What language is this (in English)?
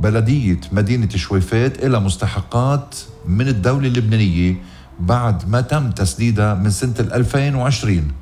North Levantine Arabic